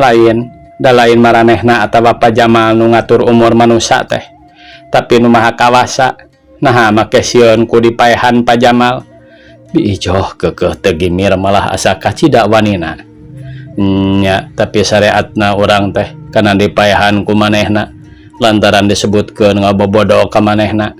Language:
Sundanese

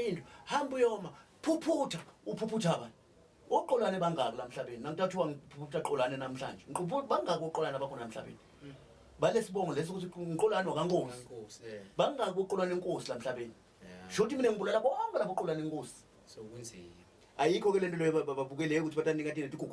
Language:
Zulu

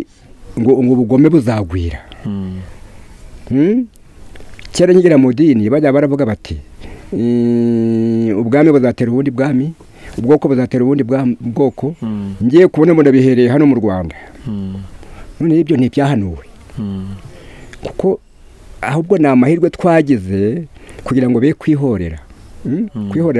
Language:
Kinyarwanda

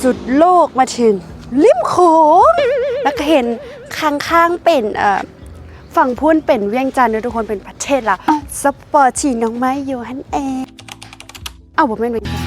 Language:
Lao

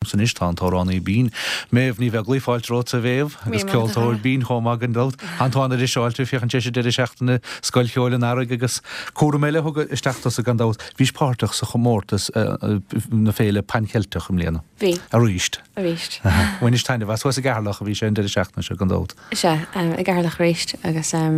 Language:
Irish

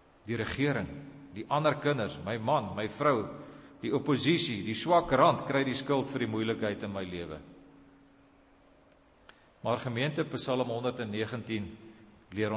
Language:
Afrikaans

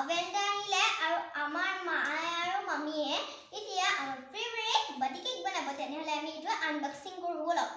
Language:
Assamese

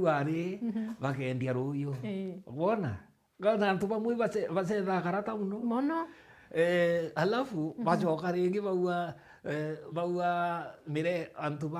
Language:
Meru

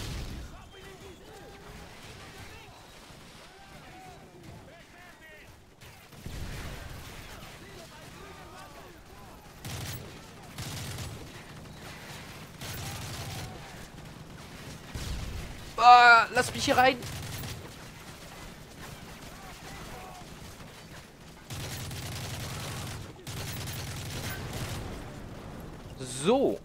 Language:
German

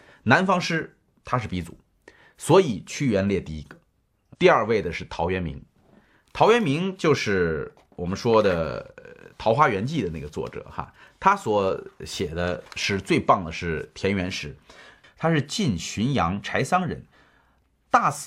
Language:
Chinese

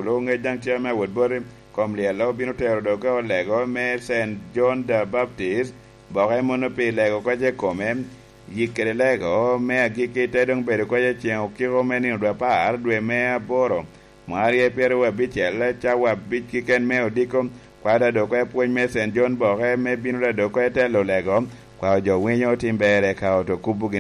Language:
Lango (Uganda)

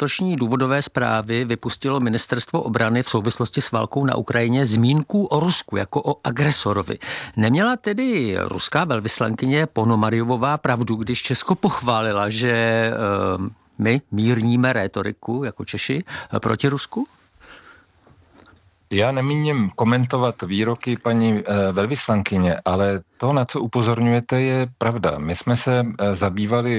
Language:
Czech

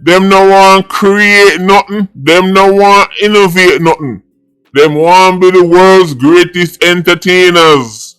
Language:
Jamaican Creole English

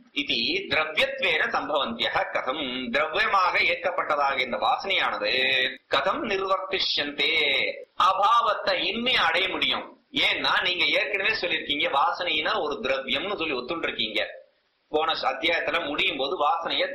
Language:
Tamil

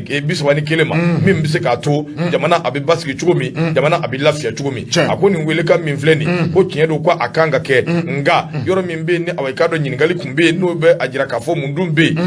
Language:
Bambara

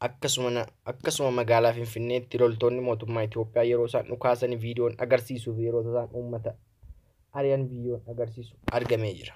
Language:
Oromo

